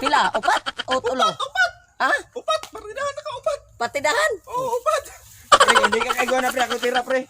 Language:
Cebuano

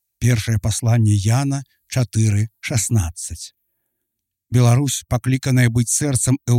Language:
Belarusian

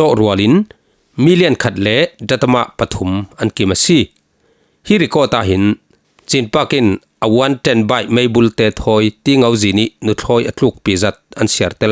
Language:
Falam Chin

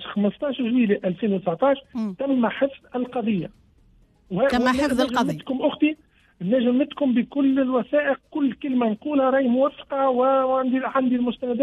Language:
Tunisian Arabic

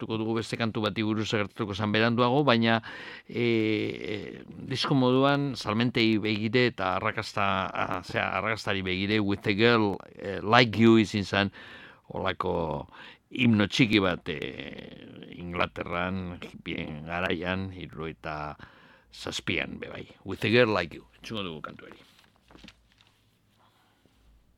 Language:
Basque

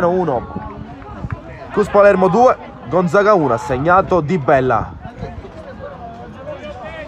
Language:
Italian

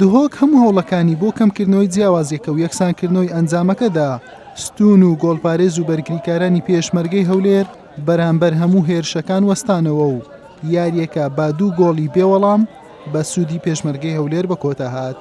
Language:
Central Kurdish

